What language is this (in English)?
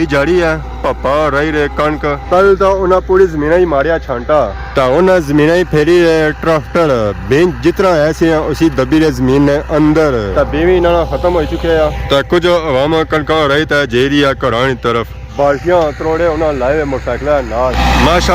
Pahari-Potwari